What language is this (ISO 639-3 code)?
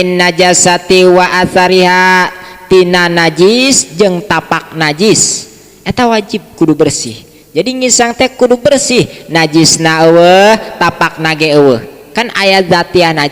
sun